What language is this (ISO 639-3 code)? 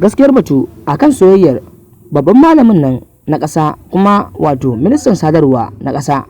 hau